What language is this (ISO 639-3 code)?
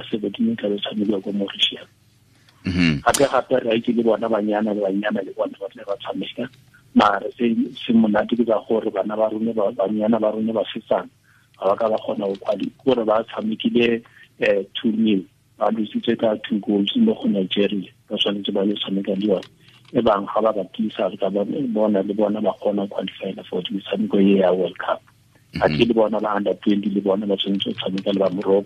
tsn